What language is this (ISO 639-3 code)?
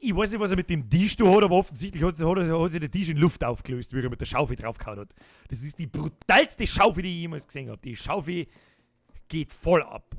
bar